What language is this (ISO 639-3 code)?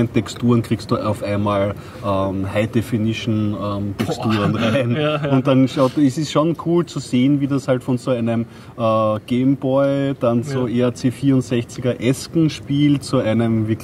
deu